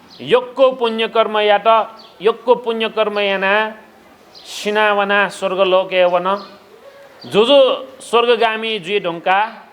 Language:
Newari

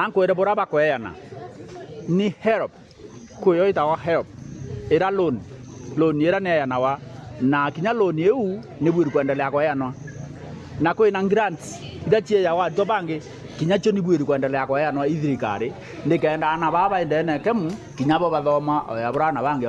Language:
Meru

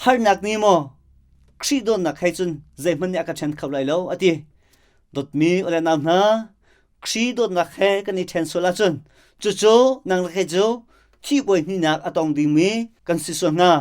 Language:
Hakha Chin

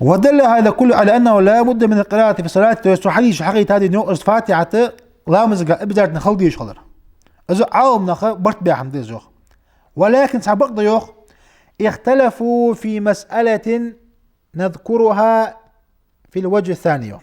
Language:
Ingush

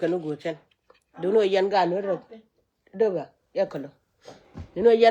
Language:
Nuer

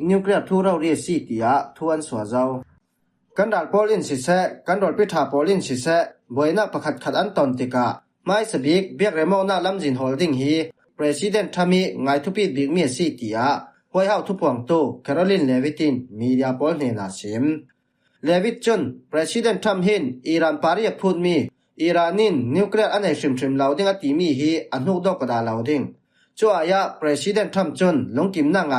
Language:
Falam Chin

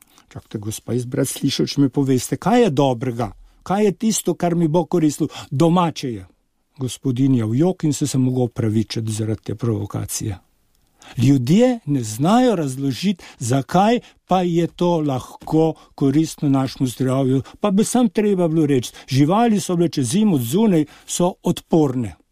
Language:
Slovenian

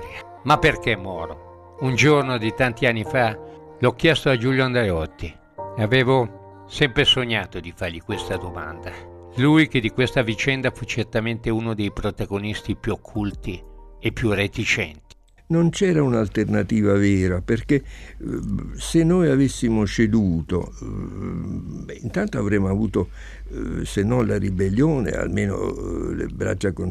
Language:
Italian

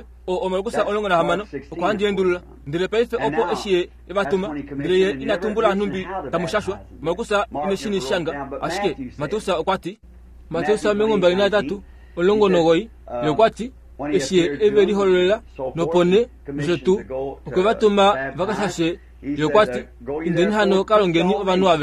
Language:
Kuanyama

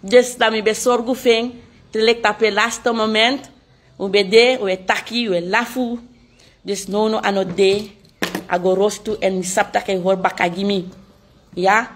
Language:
Sranan Tongo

